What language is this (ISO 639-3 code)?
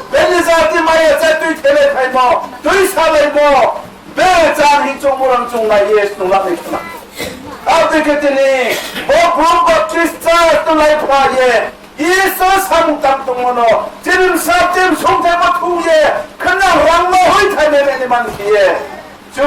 ria